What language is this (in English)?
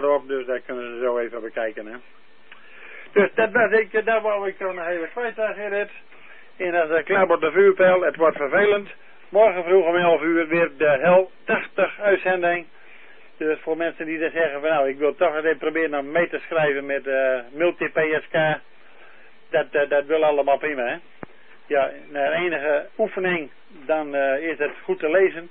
Dutch